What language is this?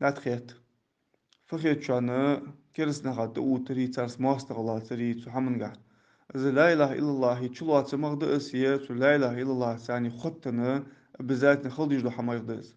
Ingush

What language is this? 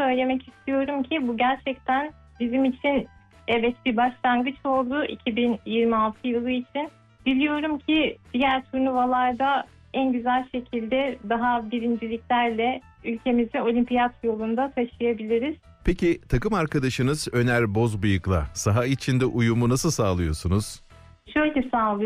Turkish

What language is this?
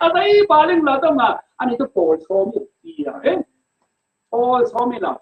Falam Chin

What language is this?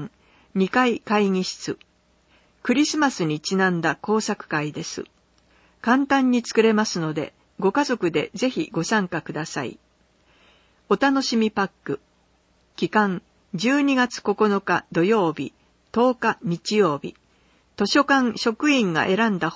Japanese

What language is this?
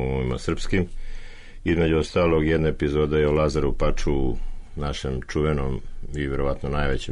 Serbian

